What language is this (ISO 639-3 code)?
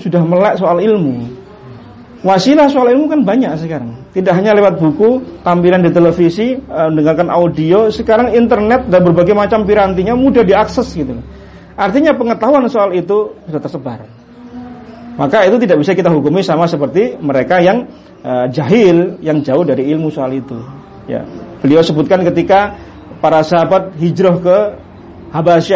ind